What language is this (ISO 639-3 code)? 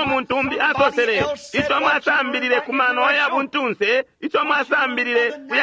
bem